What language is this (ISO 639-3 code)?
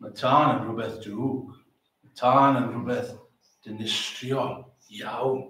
cym